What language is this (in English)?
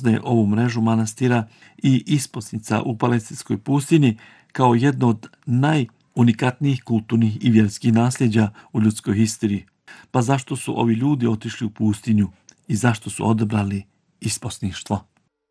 Bosnian